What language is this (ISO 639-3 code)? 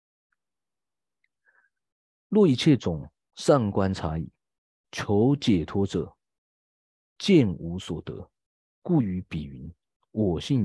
zho